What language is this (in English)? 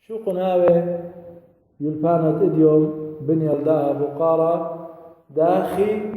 Assyrian Neo-Aramaic